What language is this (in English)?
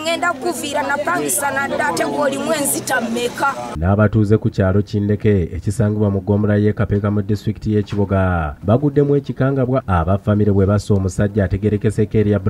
Ganda